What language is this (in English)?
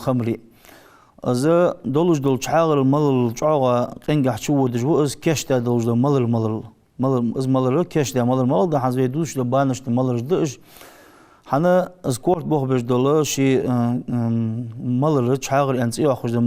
Ingush